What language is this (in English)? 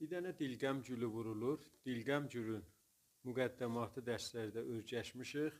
South Azerbaijani